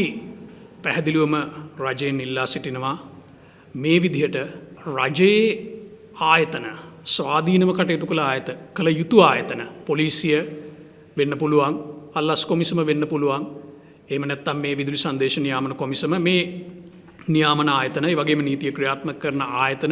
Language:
Sinhala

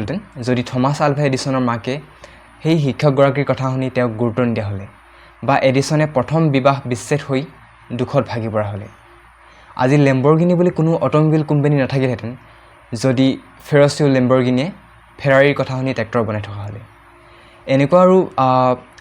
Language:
Assamese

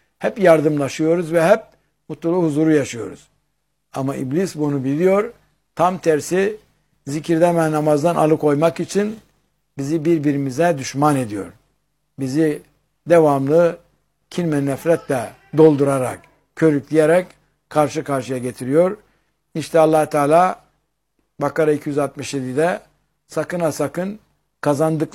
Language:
Turkish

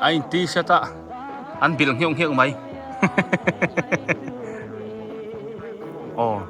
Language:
Biete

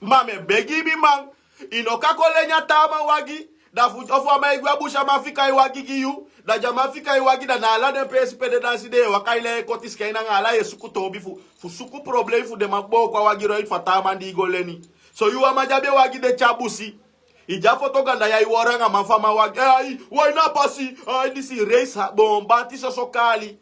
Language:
Sranan Tongo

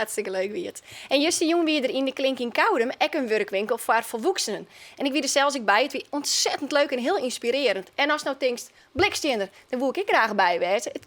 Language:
Western Frisian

